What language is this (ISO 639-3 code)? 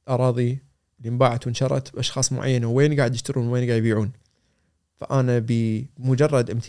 afb